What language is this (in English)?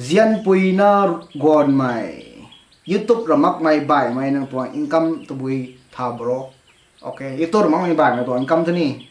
Rongmei Naga